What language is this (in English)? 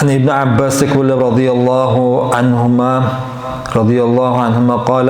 Dargwa